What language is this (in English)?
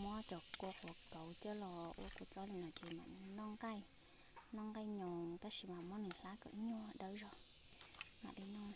Hmong